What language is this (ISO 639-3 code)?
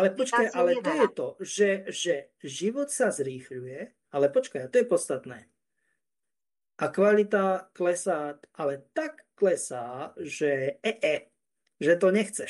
slk